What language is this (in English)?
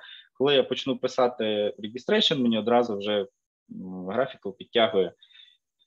Ukrainian